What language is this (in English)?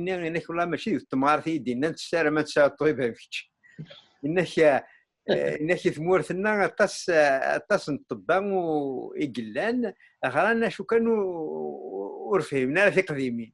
Kabyle